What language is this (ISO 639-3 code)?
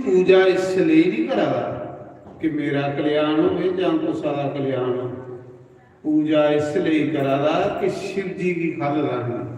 doi